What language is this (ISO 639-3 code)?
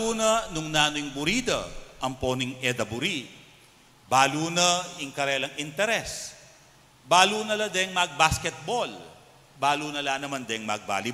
pam